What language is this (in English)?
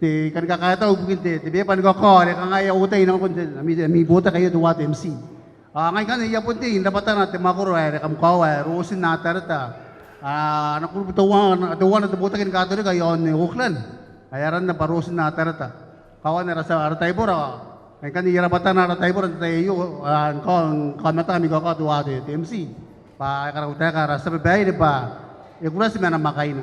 Gilbertese